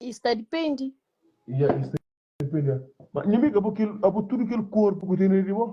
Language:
Kabuverdianu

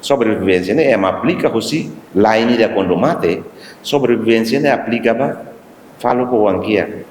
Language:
Tetum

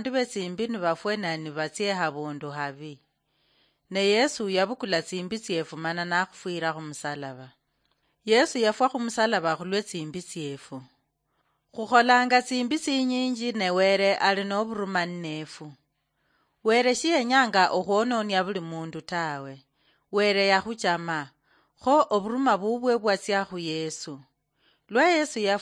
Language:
Luyia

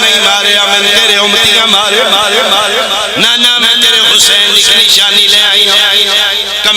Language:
Pahari-Potwari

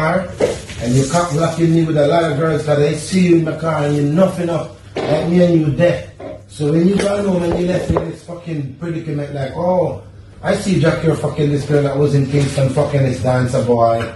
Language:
Jamaican Creole English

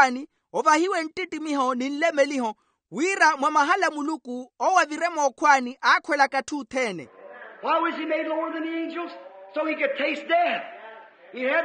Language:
Makhuwa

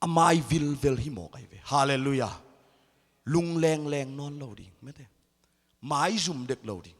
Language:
Tedim Chin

